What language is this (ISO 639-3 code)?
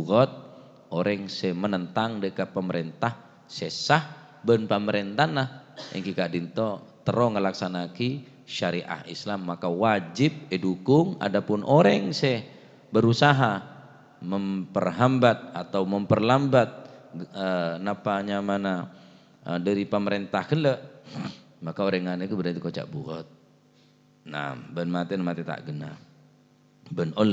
mad